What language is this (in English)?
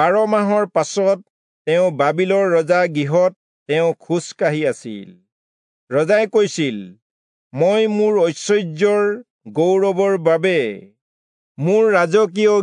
Assamese